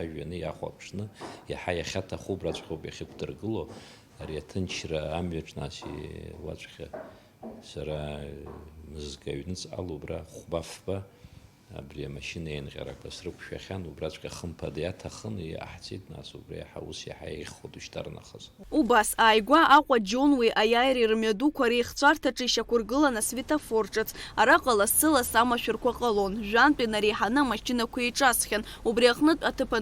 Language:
Abkhazian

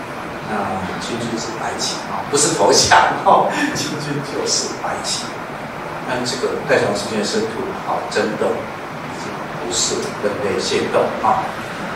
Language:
Chinese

